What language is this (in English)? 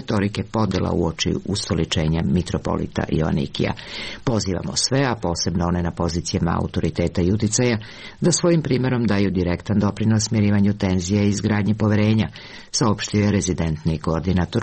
Serbian